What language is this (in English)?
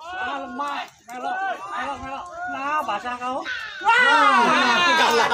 Musi